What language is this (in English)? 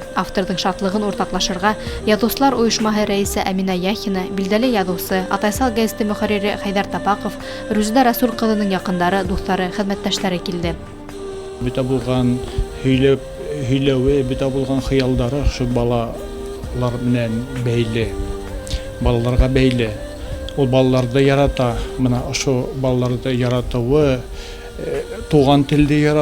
Bashkir